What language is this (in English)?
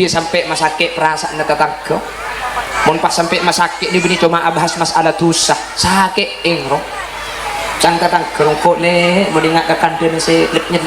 Madurese